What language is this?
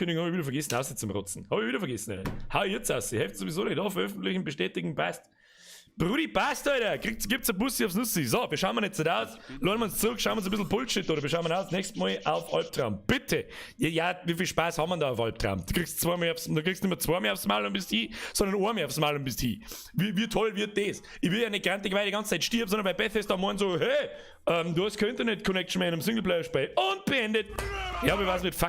Bavarian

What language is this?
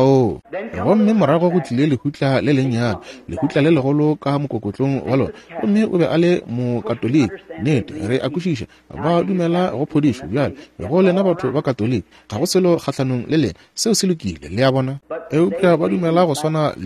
Northern Sotho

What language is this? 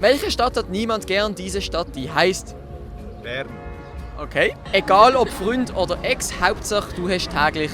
Swiss German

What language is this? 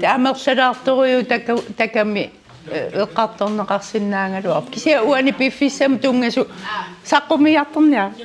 Kalaallisut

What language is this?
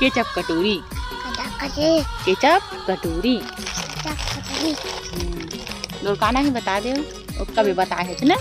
Chhattisgarhi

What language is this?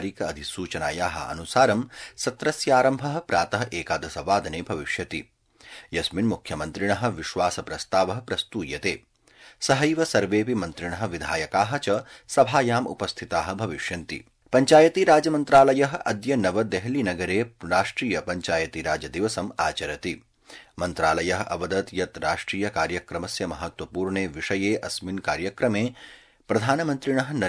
Sanskrit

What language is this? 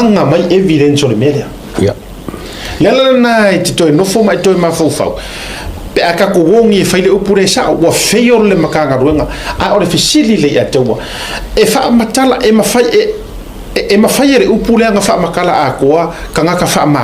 Samoan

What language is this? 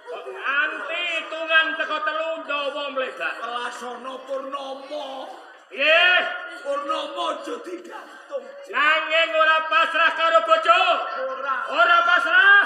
Javanese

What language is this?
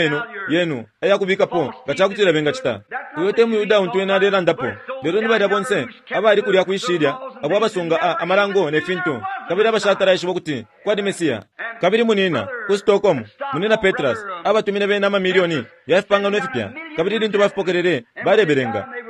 Bemba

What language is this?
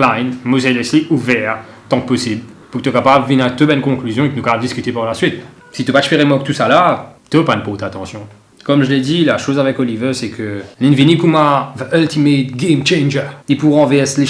Morisyen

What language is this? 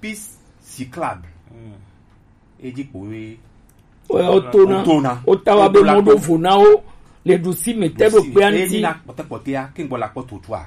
Gen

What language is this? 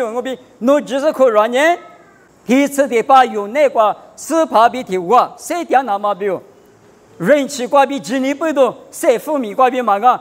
Lisu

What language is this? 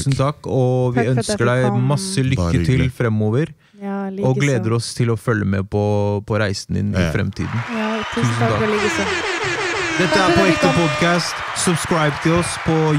Norwegian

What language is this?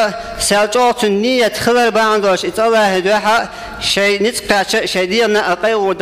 Chechen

